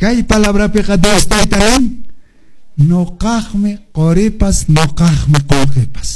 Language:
Quechua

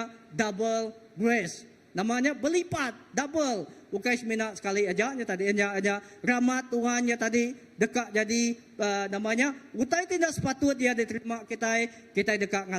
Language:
Iban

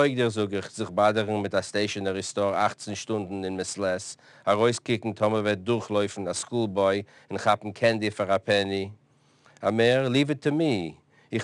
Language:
Yiddish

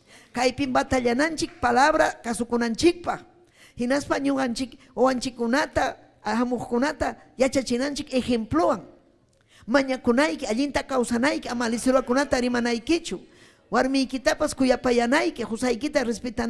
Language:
Ayacucho Quechua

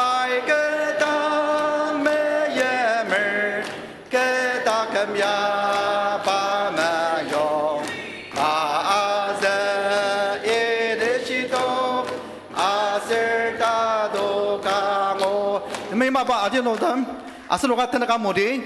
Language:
Ao Naga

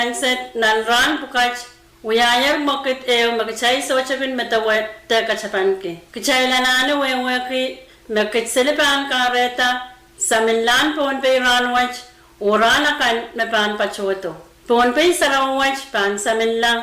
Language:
Pohnpeian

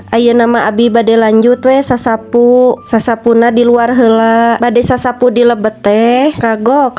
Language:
Sundanese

